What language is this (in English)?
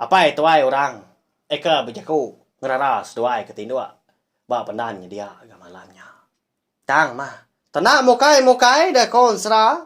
Iban